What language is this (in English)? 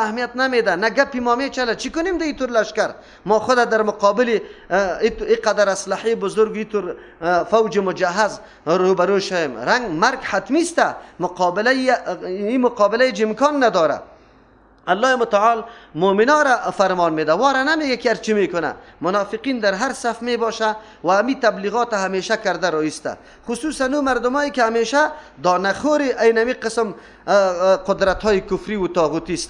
Persian